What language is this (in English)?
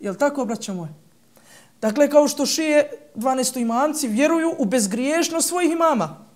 Bosnian